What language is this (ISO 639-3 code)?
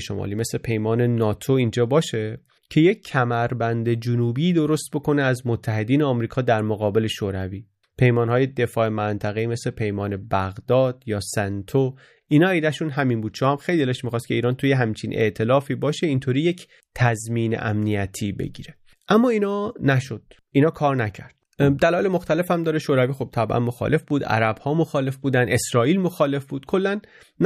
fas